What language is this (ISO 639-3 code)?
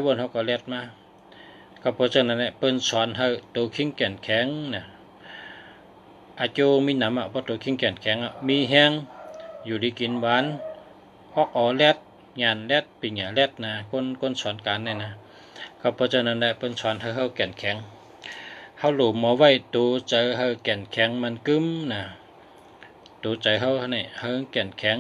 shn